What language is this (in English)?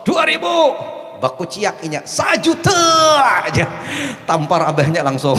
Banjar